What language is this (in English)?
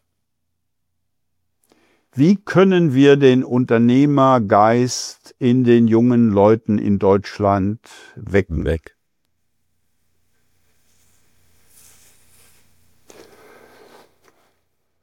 German